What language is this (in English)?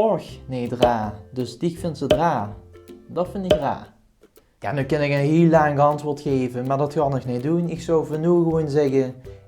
Limburgish